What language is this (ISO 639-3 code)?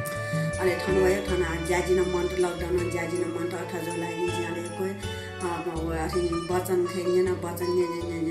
new